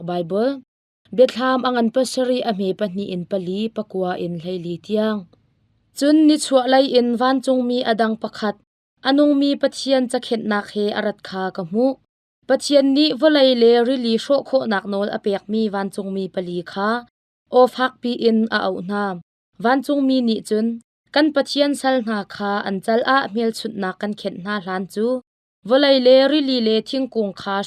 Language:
Hakha Chin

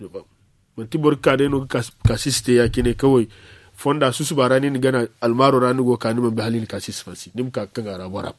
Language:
Zarma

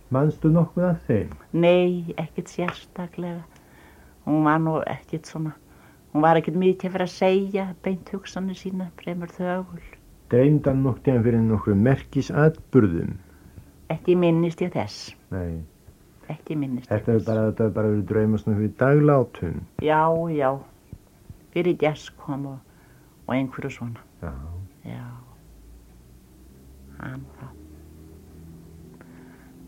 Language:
Icelandic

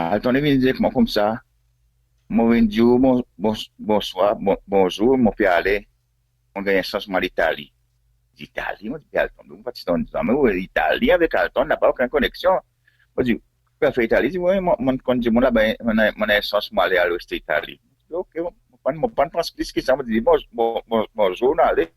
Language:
Seselwa Creole French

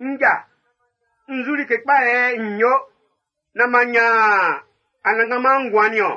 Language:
Baoulé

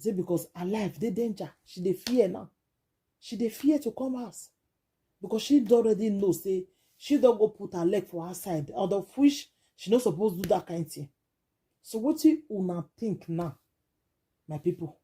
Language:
Nigerian Pidgin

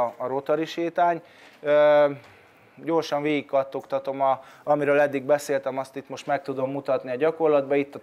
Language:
Hungarian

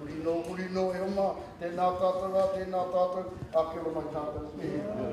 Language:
Māori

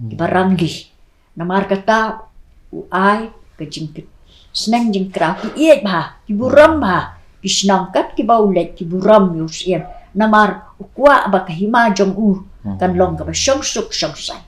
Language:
Khasi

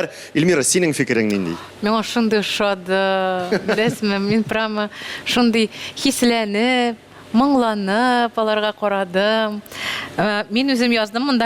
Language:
Tatar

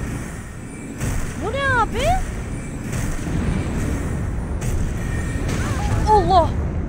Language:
Turkish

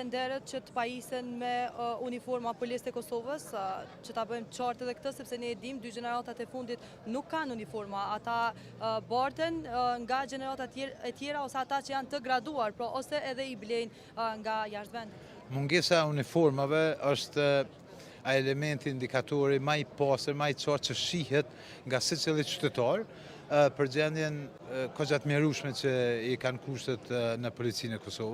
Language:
Albanian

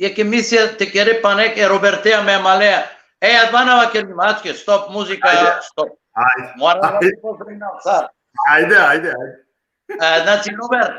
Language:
Balkan Romani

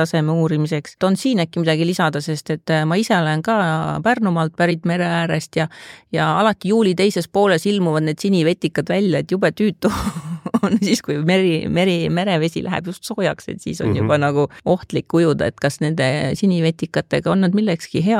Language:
Estonian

